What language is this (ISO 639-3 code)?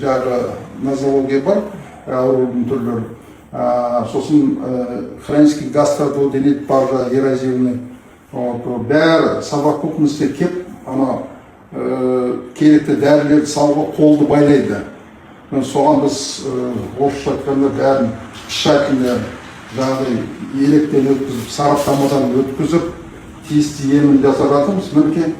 kaz